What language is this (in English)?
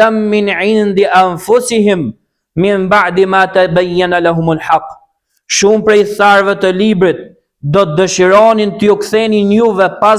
Albanian